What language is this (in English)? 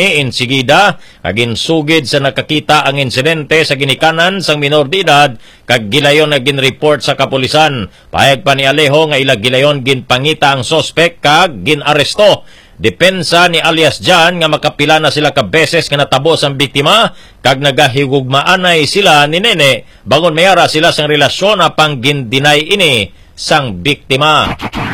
Hiligaynon